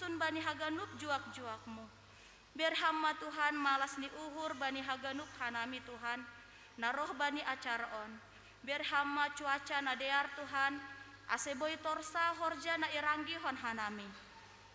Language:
Batak Simalungun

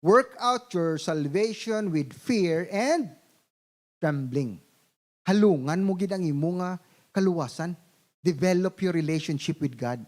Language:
Hiligaynon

